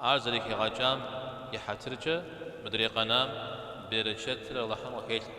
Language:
Kabardian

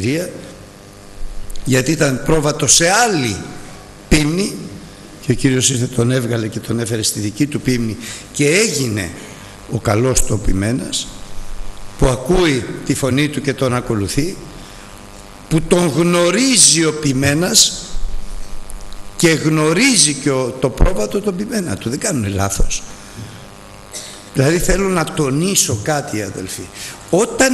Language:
Greek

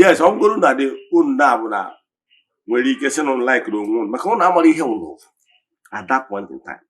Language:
Igbo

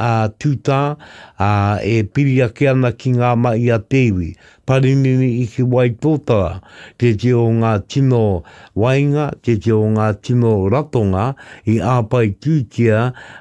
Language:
Māori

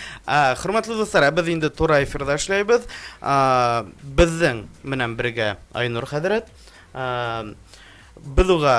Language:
Bashkir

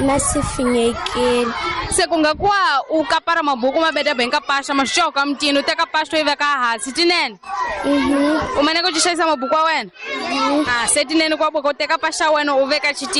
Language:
Tsonga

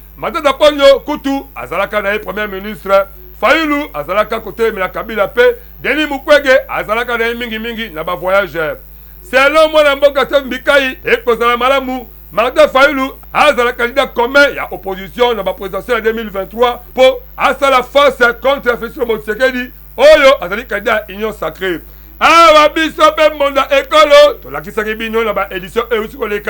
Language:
Lingala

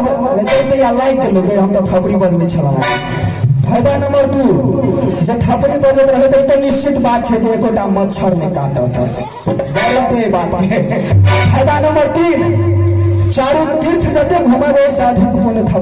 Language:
Maithili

